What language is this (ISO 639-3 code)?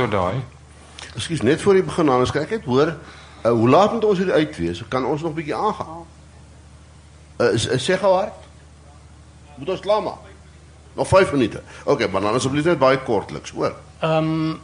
afr